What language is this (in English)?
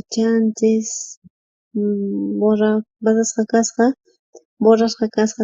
South Bolivian Quechua